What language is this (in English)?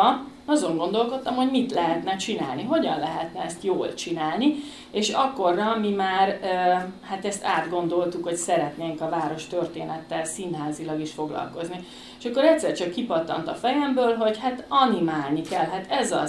Hungarian